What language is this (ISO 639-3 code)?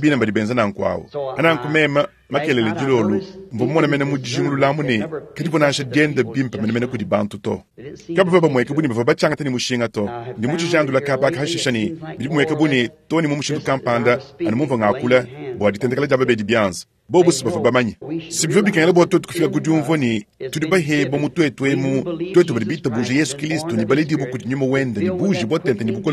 lua